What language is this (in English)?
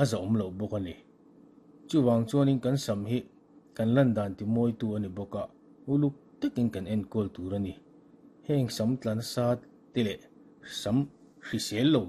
Mizo